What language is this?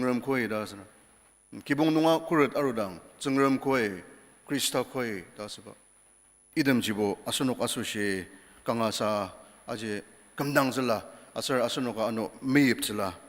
Ao Naga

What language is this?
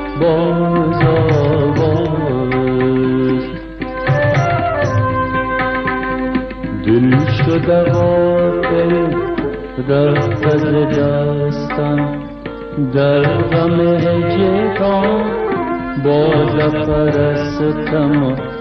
Persian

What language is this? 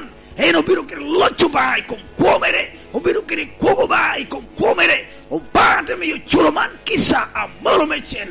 Lango (Uganda)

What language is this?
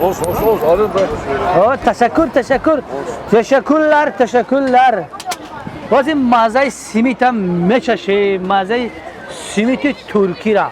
Tajik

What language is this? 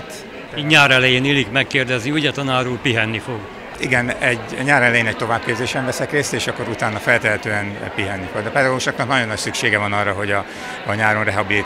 Hungarian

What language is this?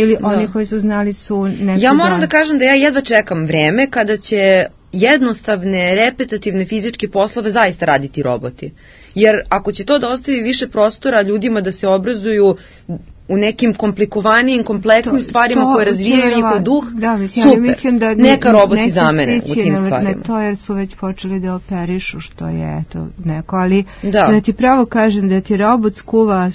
Serbian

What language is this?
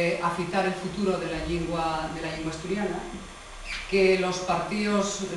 Asturian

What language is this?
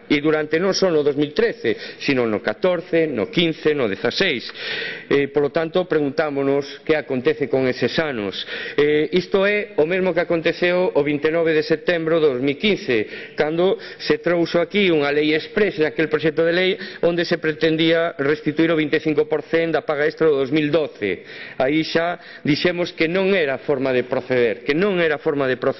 Galician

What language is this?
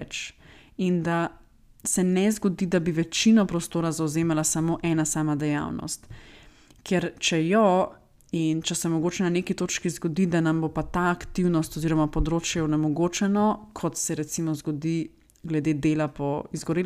Slovenian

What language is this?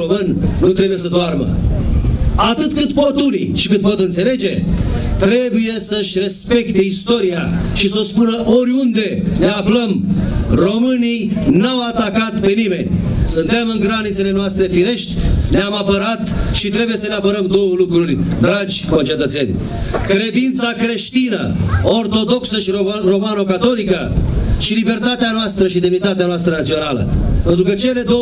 Romanian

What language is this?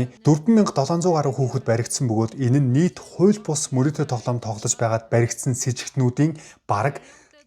Mongolian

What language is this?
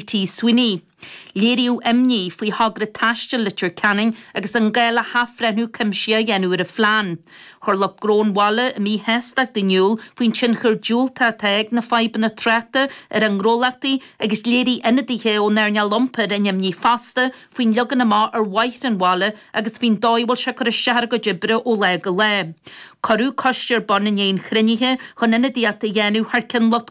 Irish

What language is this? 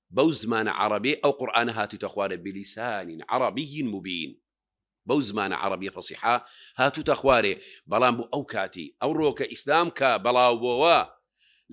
Central Kurdish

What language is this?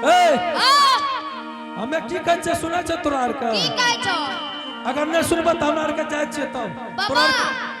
Angika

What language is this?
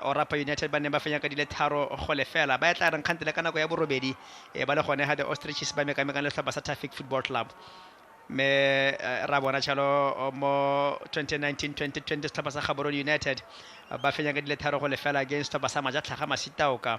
Tswana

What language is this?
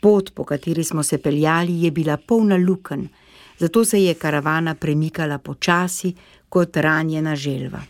Slovenian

